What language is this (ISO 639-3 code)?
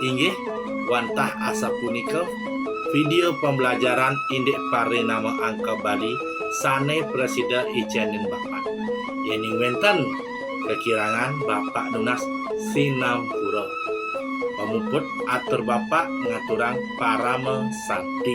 ban